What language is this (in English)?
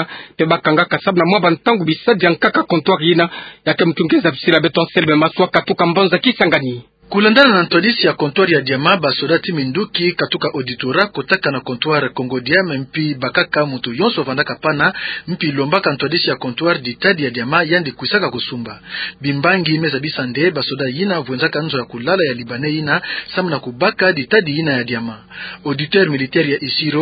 Kituba (Democratic Republic of Congo)